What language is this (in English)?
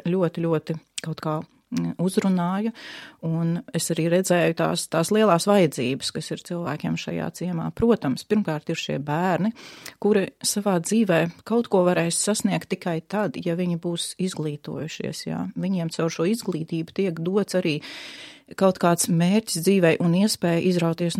Latvian